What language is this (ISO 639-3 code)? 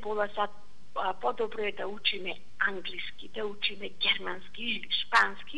mkd